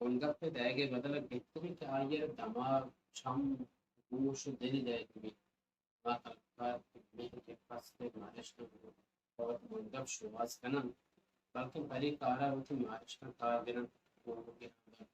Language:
Baluchi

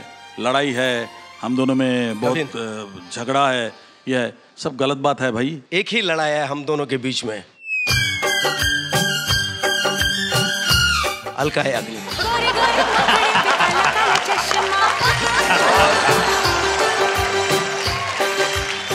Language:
Hindi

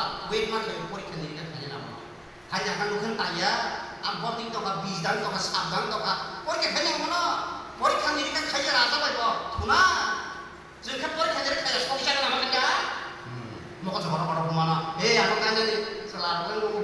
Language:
Kok Borok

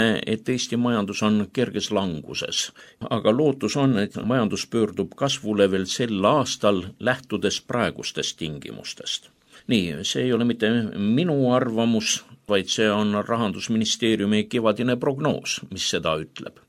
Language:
Estonian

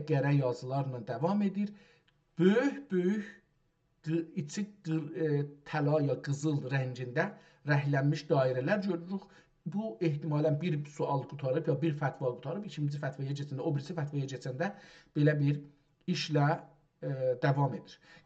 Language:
South Azerbaijani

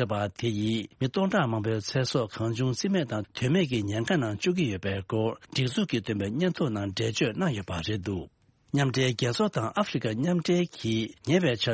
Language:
Tibetan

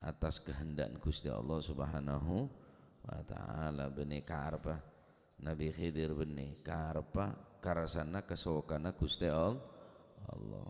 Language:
Madurese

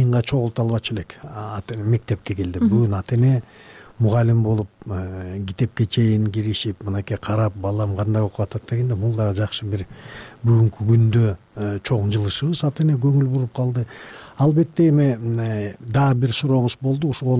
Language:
Kyrgyz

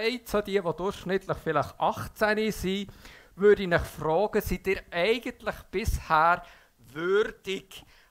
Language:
Swiss German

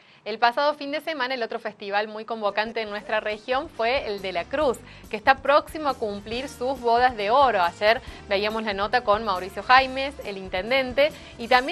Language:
Spanish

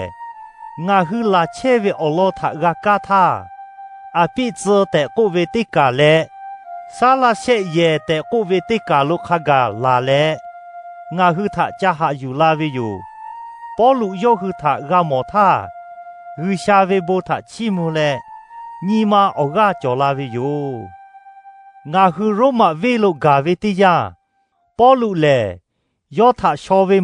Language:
Lahu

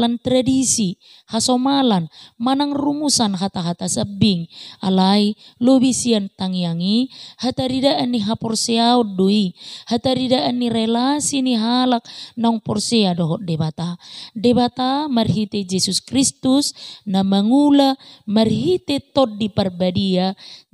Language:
Batak Toba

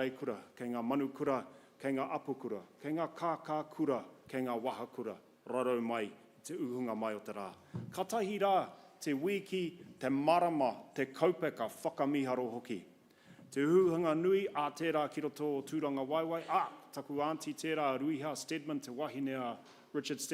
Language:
Māori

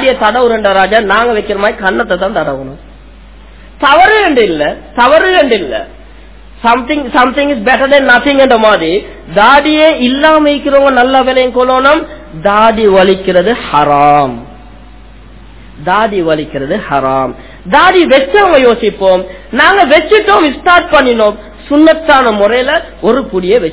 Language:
Tamil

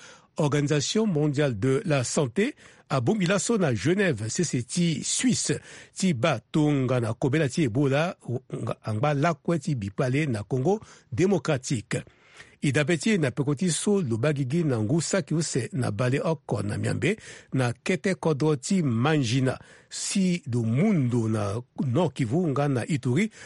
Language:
Sango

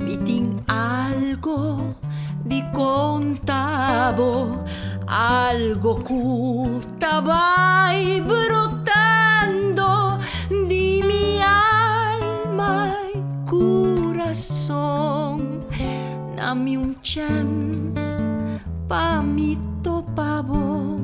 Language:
Papiamento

